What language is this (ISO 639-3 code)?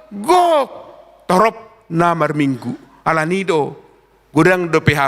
bbc